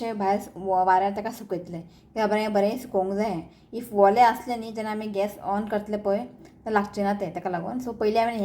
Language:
Konkani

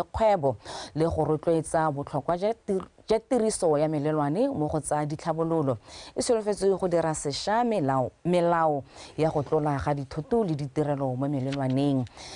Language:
Tswana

